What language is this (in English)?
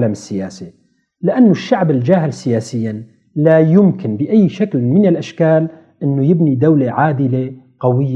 North Levantine Arabic